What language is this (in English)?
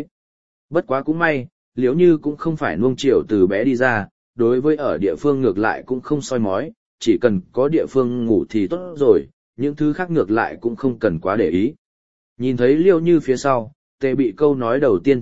Vietnamese